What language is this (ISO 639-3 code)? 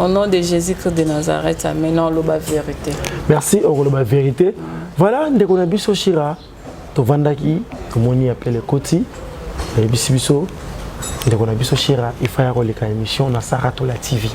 lin